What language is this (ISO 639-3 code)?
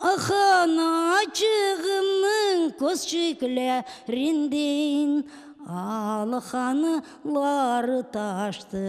crh